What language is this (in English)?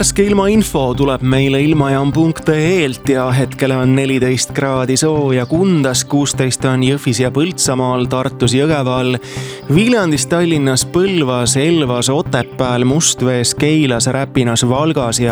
Estonian